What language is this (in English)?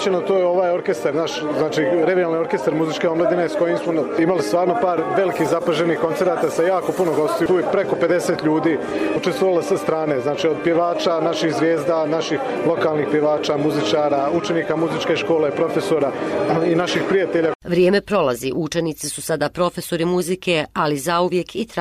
Serbian